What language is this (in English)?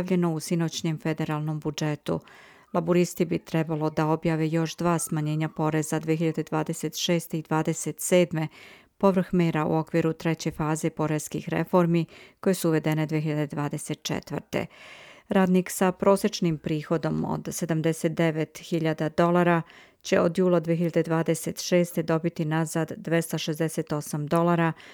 Serbian